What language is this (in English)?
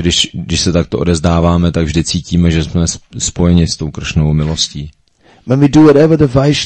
Czech